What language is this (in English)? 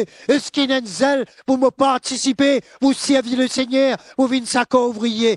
Morisyen